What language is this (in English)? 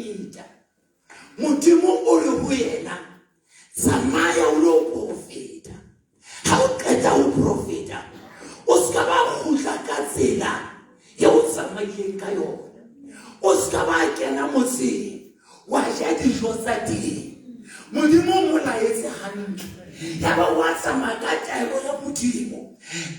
Southern Sotho